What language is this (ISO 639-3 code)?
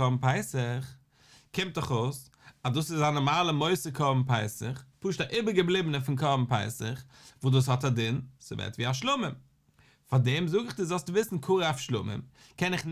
yid